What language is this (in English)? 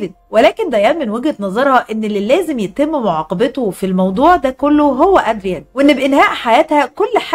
Egyptian Arabic